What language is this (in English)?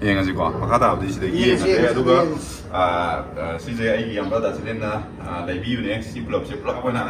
Manipuri